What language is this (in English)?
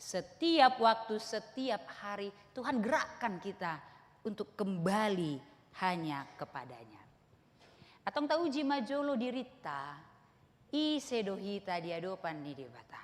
Batak Toba